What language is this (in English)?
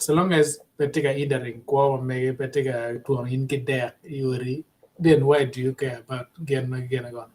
Acoli